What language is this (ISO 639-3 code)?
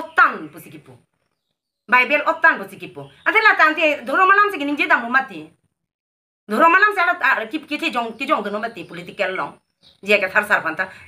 mjw